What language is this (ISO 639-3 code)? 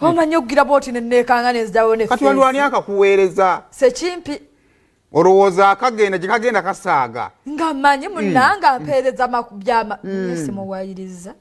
lug